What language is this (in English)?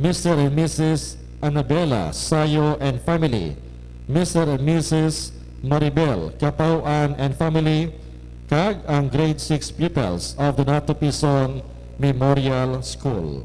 Hiligaynon